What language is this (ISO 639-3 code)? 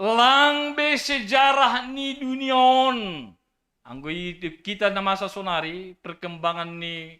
bts